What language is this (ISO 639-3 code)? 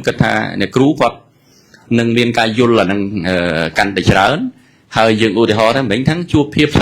khm